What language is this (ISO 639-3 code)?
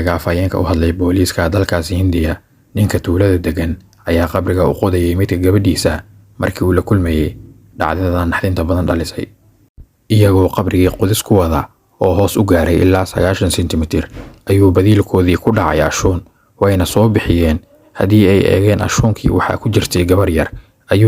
som